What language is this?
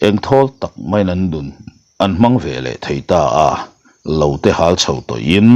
Mizo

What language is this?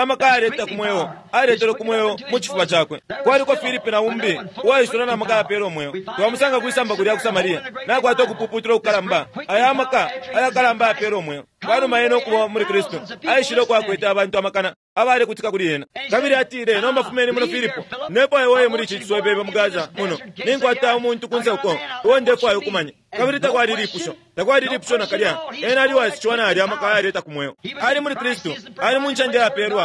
Bemba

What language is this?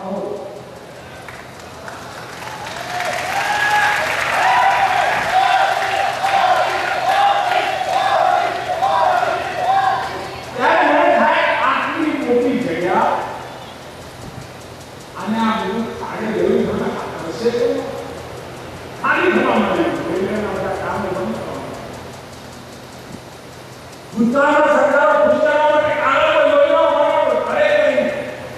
Gujarati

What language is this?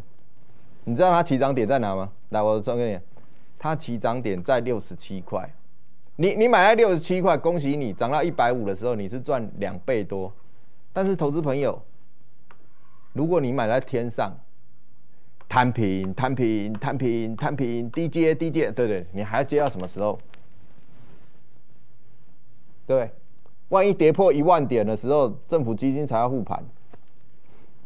Chinese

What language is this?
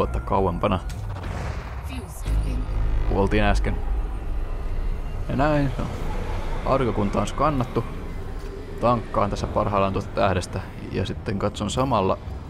Finnish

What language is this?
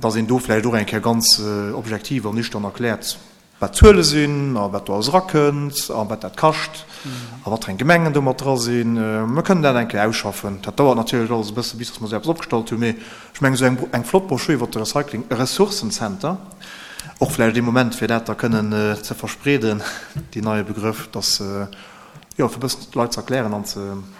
Luxembourgish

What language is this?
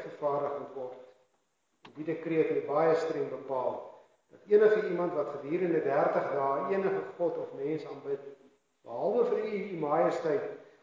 Afrikaans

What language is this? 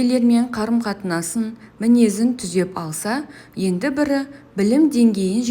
Kazakh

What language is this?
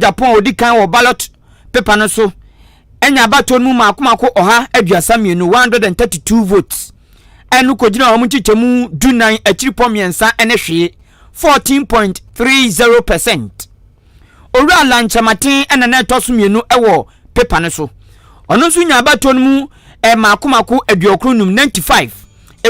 Akan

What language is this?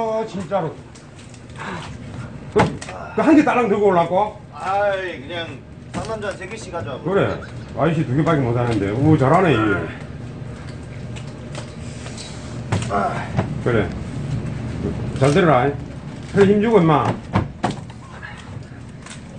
Korean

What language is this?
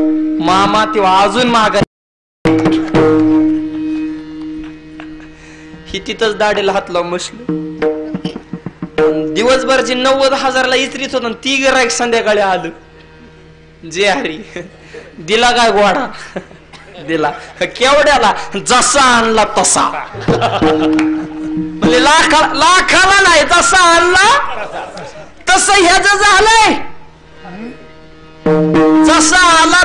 Marathi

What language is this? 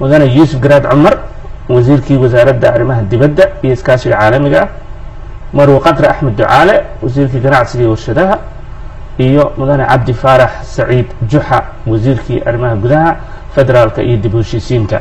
Somali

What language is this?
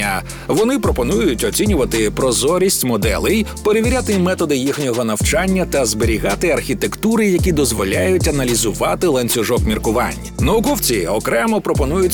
Ukrainian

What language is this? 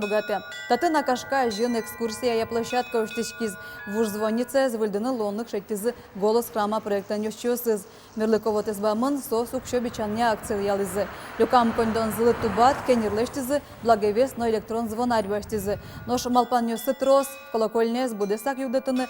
Udmurt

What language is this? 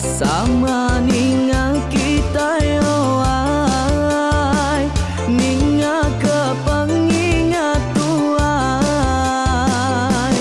Iban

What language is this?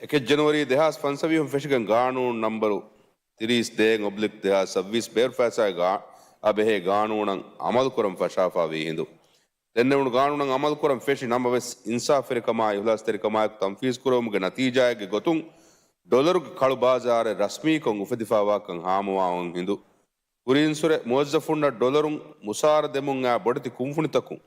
Divehi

